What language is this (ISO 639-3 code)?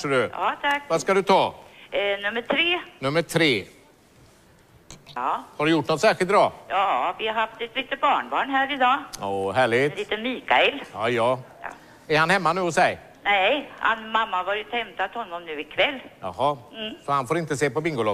swe